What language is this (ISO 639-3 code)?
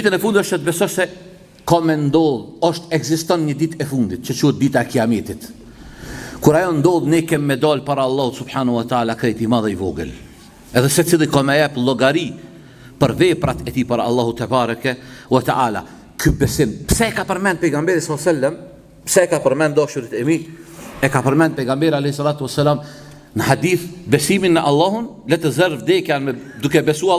sqi